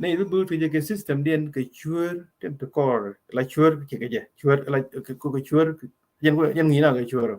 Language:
Nuer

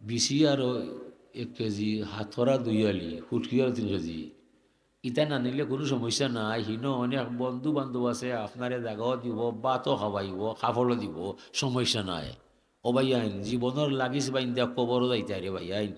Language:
Sylheti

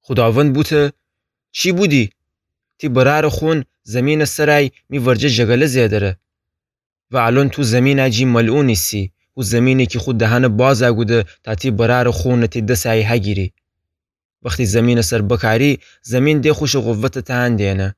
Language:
Gilaki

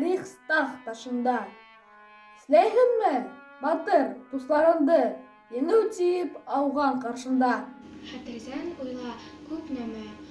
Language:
Bashkir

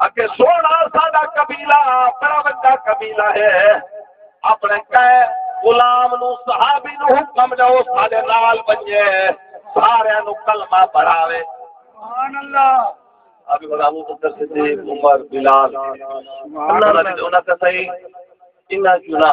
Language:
Saraiki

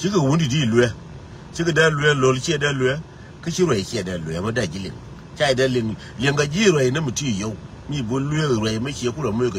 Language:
Nuer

